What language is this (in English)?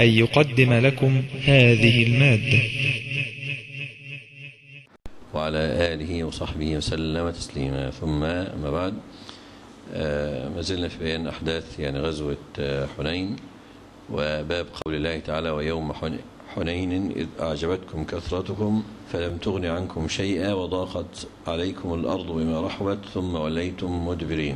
Arabic